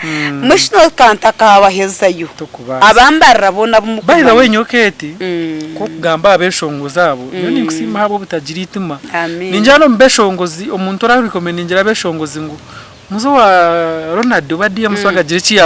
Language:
Nyankole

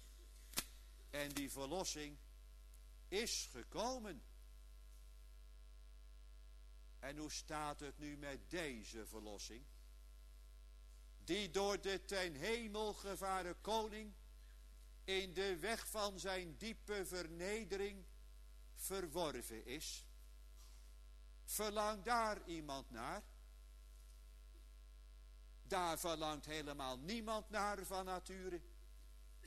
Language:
Dutch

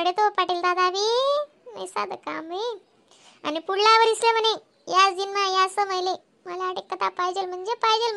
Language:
Khandesi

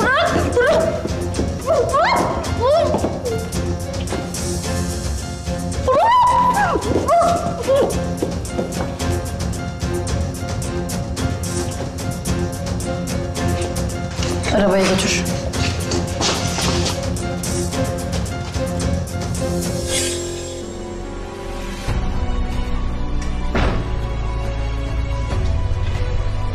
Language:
Turkish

